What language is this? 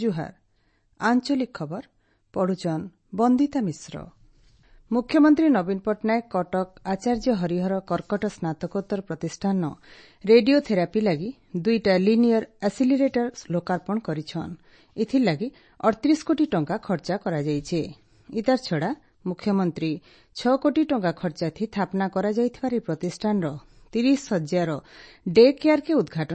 Odia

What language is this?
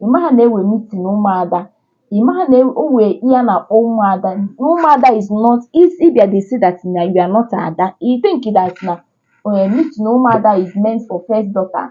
Igbo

